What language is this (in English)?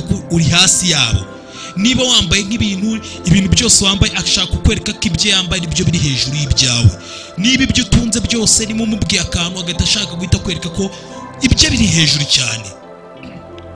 Kinyarwanda